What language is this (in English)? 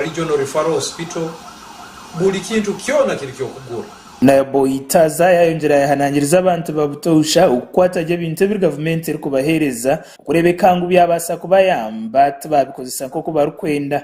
Nyankole